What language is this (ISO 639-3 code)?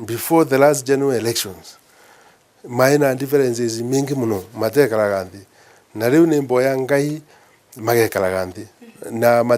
mer